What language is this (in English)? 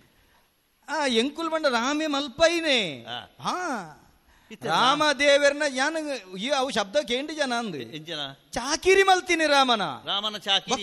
Tulu